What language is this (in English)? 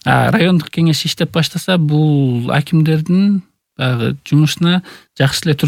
Kyrgyz